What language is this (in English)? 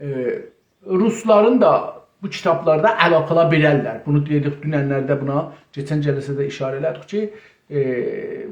South Azerbaijani